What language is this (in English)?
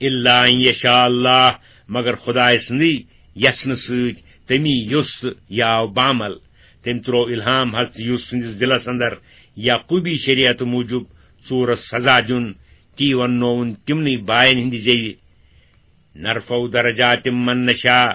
Kashmiri